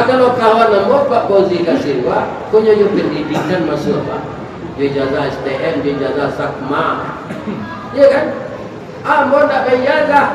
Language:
Minangkabau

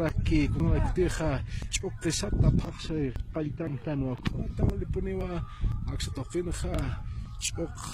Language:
Aymara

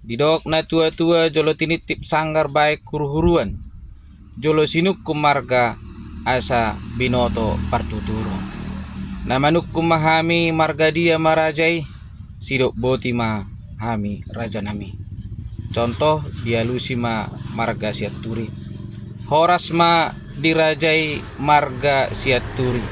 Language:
Batak Toba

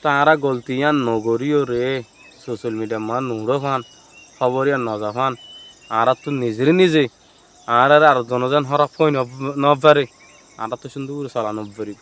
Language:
Rohingya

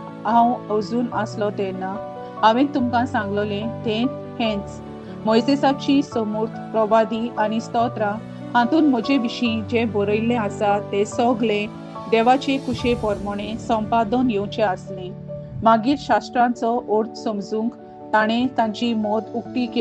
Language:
Konkani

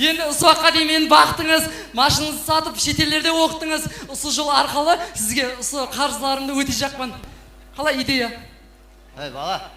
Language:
Kara-Kalpak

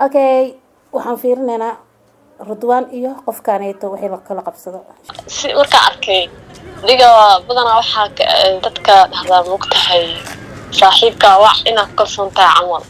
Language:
Somali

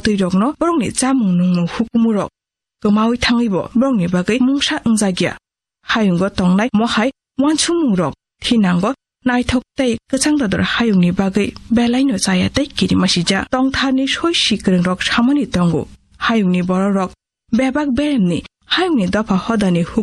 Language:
Kok Borok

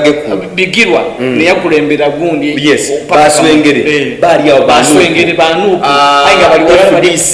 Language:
Soga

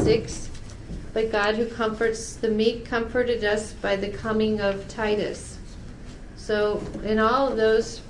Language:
English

